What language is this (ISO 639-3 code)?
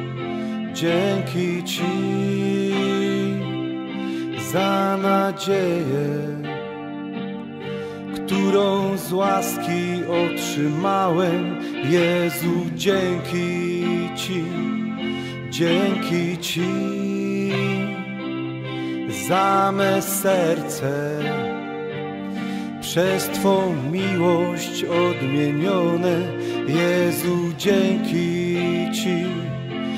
pol